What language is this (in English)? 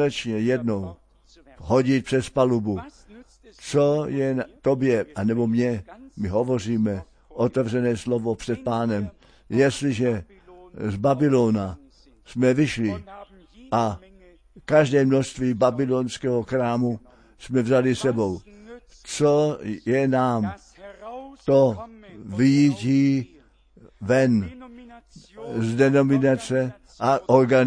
Czech